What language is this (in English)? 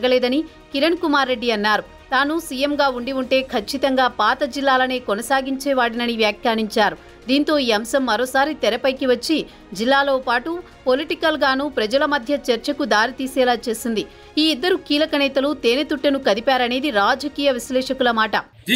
Telugu